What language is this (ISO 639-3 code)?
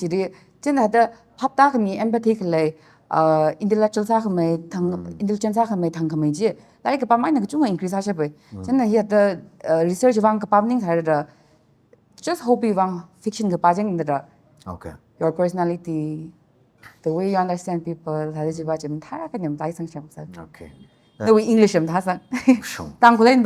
nmf